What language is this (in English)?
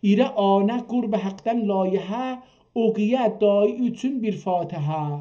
South Azerbaijani